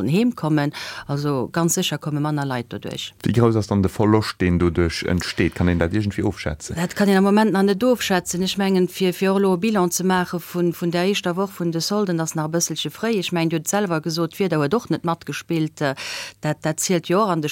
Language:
Luxembourgish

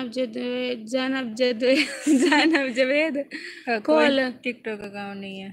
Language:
Saraiki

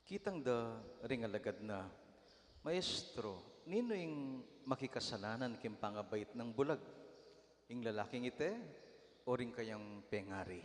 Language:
Pampanga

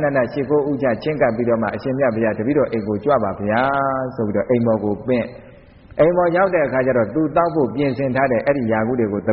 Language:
Burmese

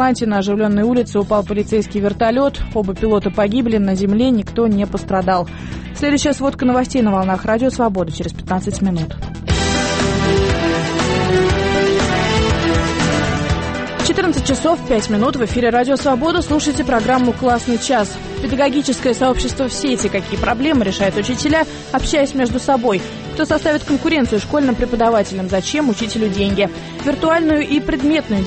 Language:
Russian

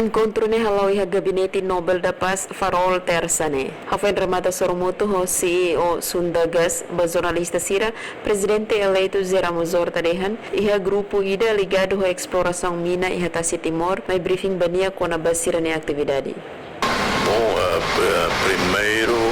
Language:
Tetum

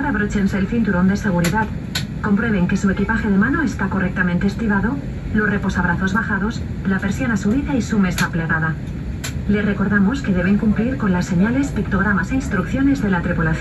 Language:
Spanish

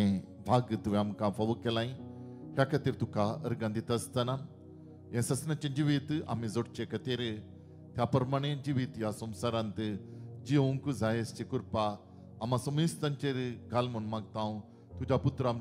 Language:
Konkani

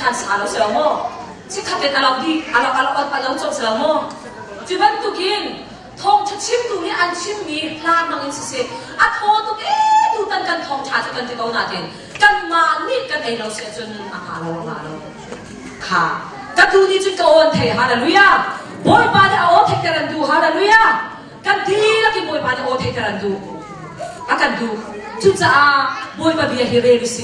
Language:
Hakha Chin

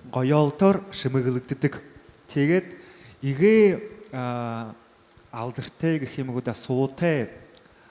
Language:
Buriat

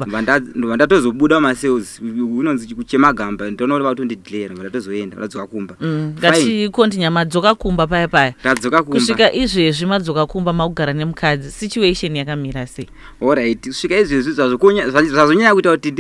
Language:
Shona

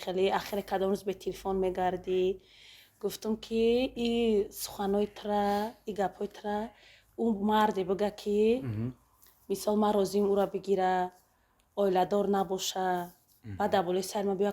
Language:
Tajik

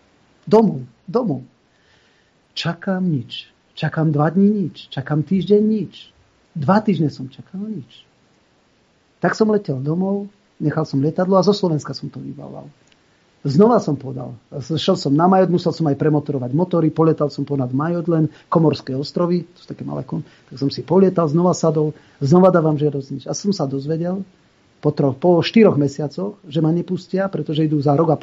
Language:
Slovak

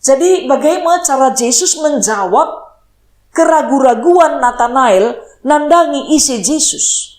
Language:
Batak Karo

